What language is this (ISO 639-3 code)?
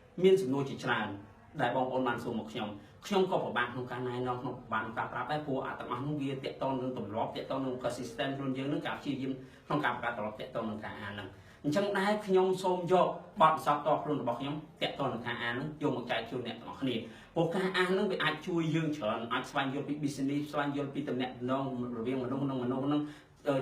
khm